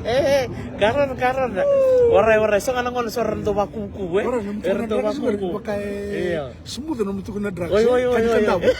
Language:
Fijian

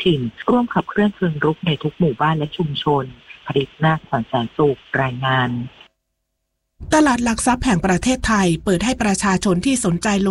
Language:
Thai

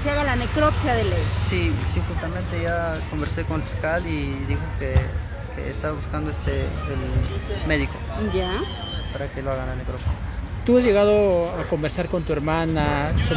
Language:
Spanish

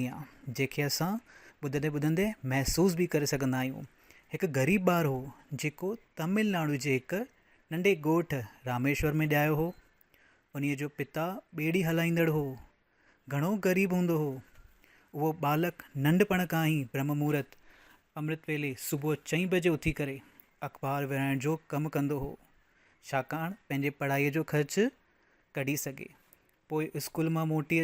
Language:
Sindhi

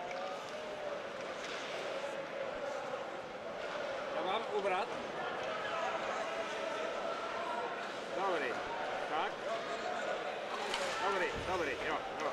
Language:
Czech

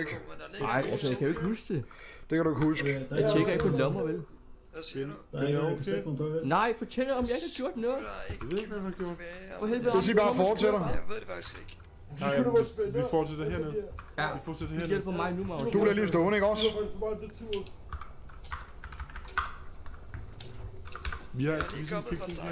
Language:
Danish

